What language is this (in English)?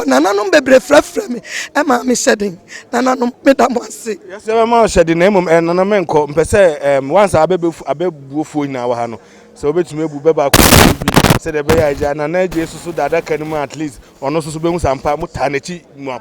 Akan